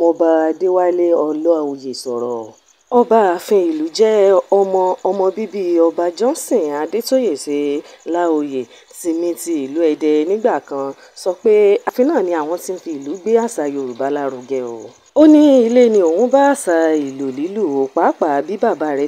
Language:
Yoruba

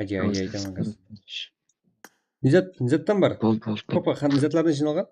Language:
Kara-Kalpak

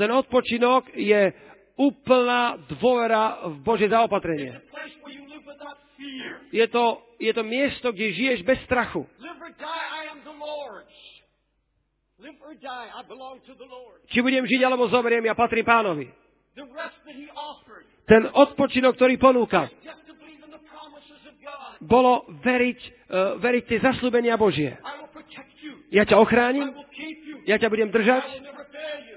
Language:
Slovak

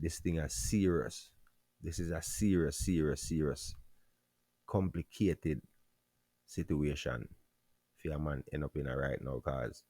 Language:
Jamaican Creole English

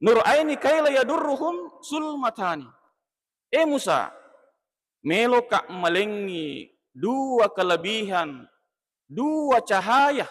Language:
Buginese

